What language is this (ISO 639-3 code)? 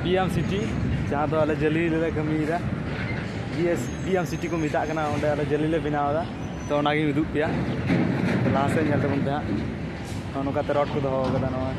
sat